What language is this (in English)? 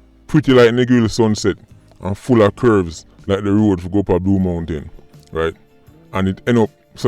Jamaican Creole English